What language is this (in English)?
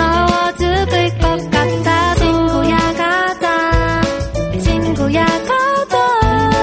Korean